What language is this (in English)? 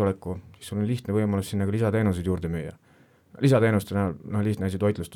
Estonian